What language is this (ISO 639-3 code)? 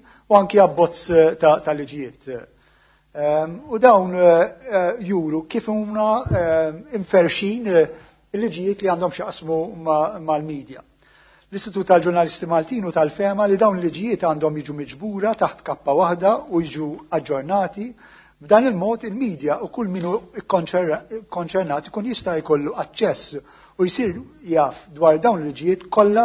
mlt